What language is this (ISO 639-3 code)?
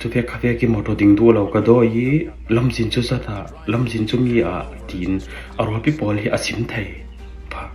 cfm